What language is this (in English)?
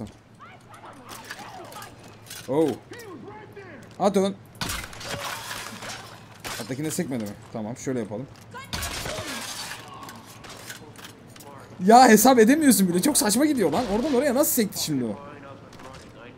Turkish